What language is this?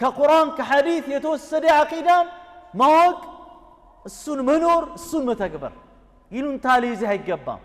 Amharic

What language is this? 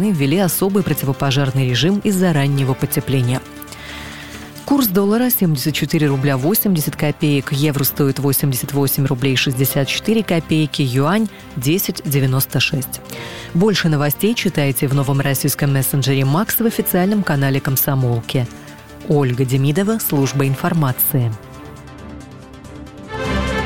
Russian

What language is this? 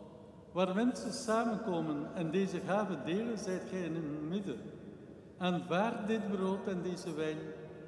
Dutch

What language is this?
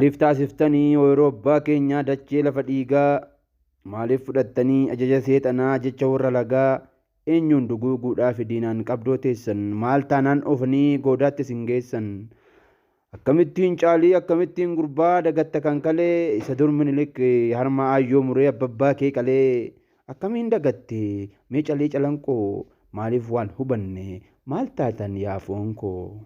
Oromo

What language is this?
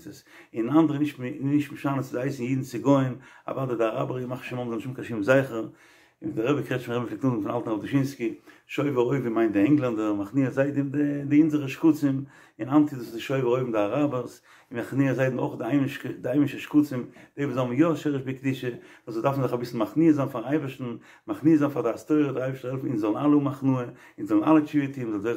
Yiddish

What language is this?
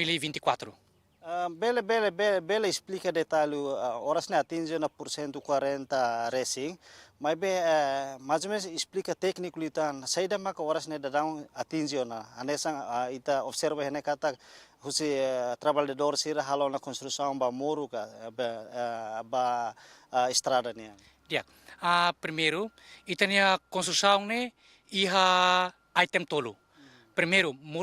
Tetum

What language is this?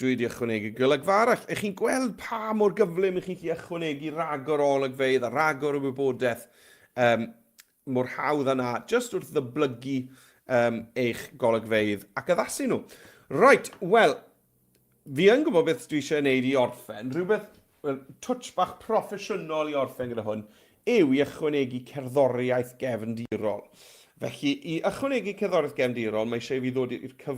Welsh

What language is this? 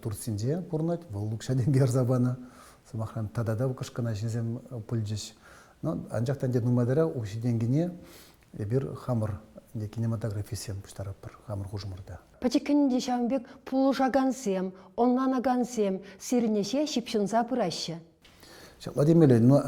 Chuvash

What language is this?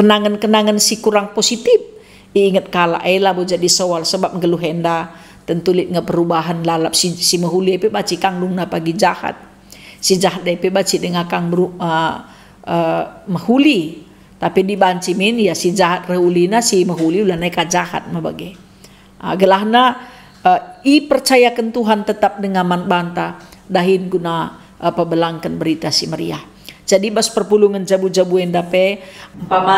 Batak Karo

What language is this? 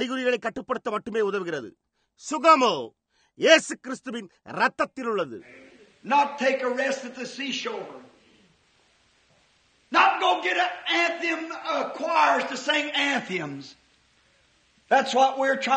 Tamil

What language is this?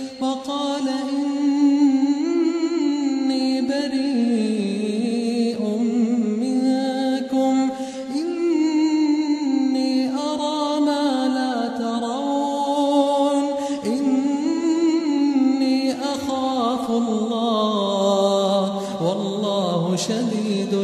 Arabic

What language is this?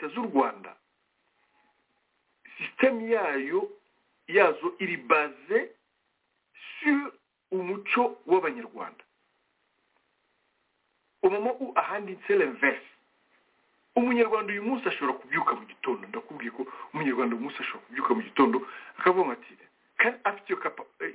Kinyarwanda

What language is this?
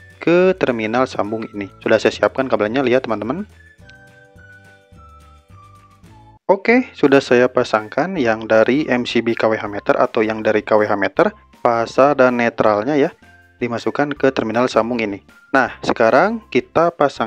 Indonesian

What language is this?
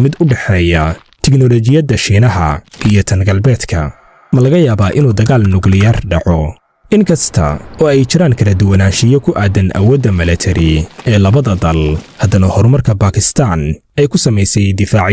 Somali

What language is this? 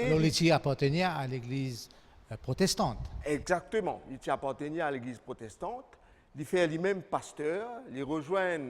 Morisyen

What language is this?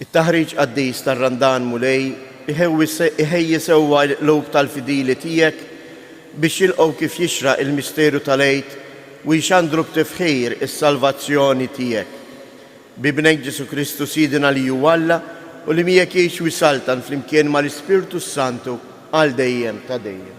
Maltese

